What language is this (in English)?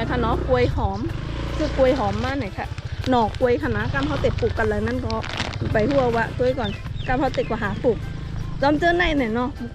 Shan